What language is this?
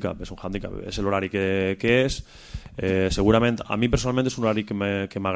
Catalan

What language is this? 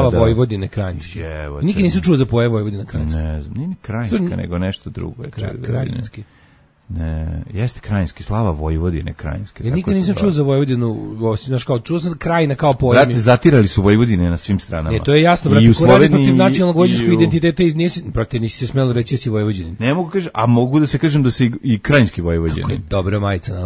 Serbian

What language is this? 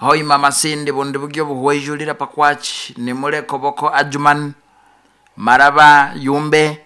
Nyoro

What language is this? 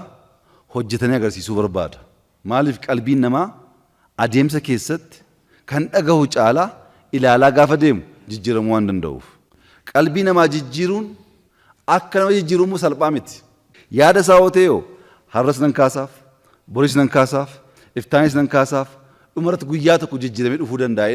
Oromo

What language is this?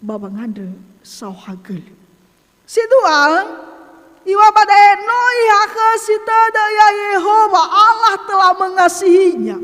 Nias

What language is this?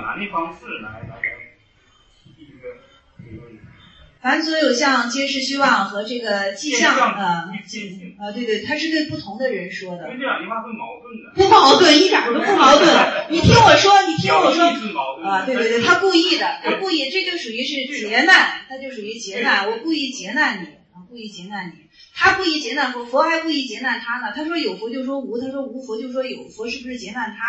Chinese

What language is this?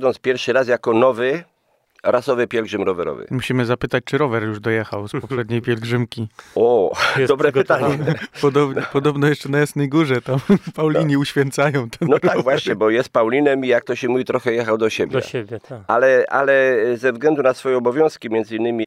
Polish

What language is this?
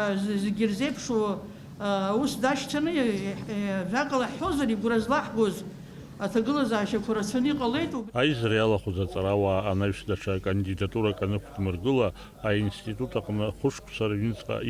Abkhazian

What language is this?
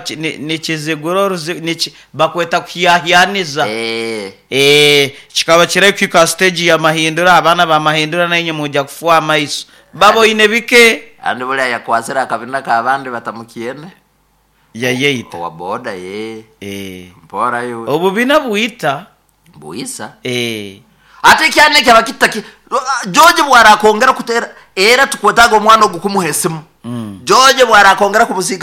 Nyoro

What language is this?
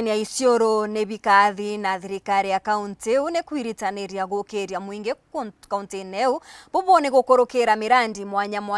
Meru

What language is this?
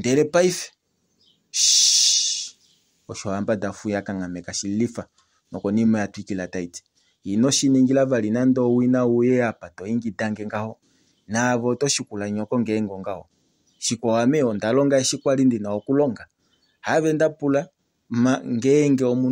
Kuanyama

